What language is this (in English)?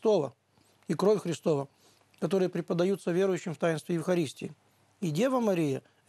Russian